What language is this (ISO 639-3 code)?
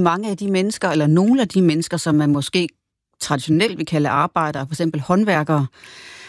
dan